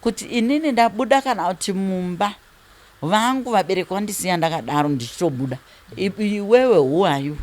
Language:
Shona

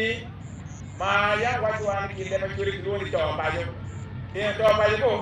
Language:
Acoli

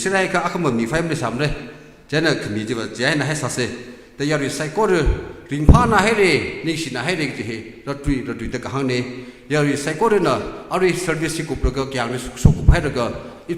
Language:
Tangkhul Naga (India)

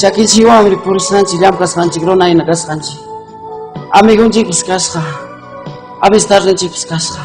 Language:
Ayacucho Quechua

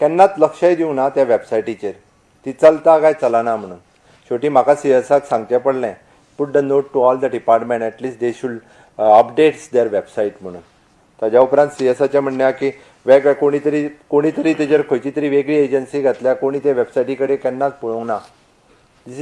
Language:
Konkani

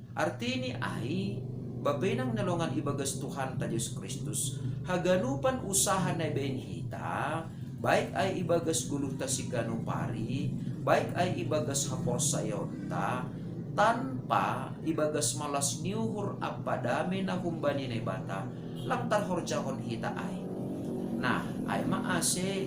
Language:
Batak Simalungun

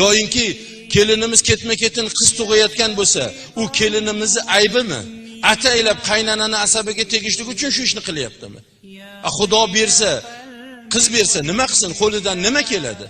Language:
Uzbek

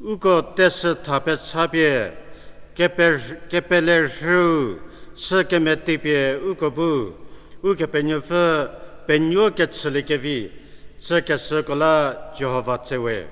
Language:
Angami Naga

